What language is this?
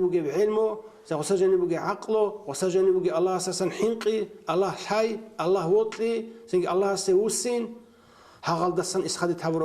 Avaric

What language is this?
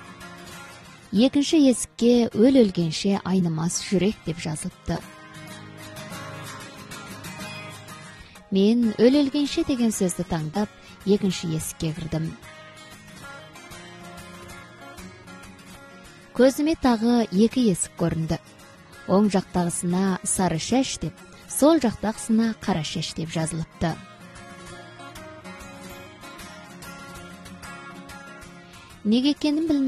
Kazakh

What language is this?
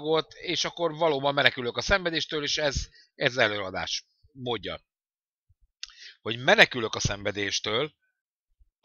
Hungarian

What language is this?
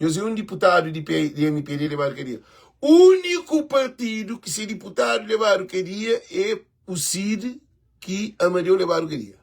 Kabuverdianu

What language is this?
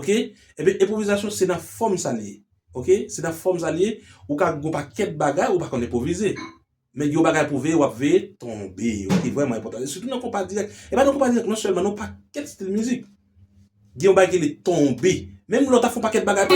Haitian Creole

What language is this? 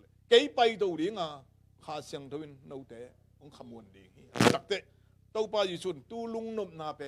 Tedim Chin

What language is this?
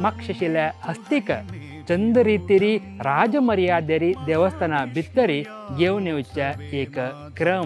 Konkani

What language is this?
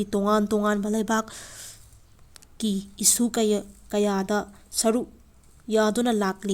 Manipuri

